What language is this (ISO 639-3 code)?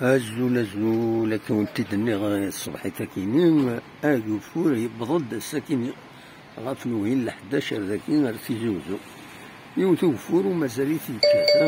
kab